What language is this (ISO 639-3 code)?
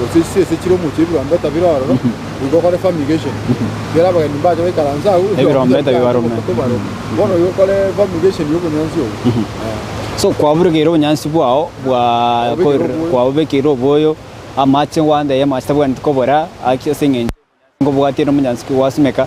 guz